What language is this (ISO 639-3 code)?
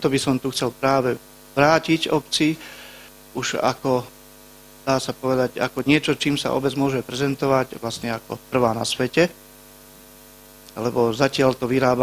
slk